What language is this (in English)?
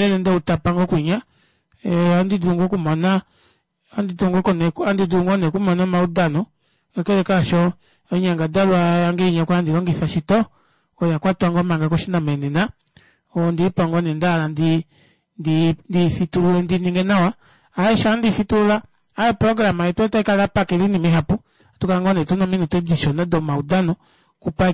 Kuanyama